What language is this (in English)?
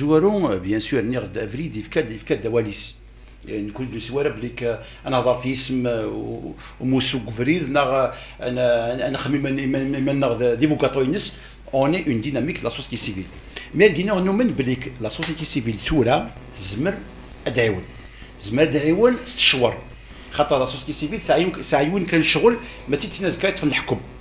Kabyle